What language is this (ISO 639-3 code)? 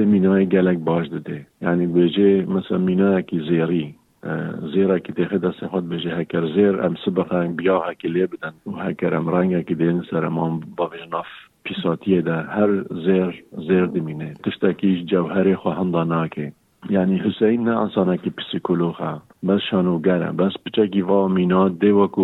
kur